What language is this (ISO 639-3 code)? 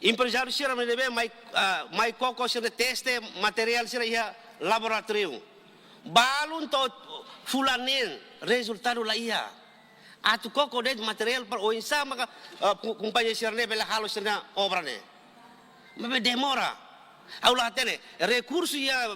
tet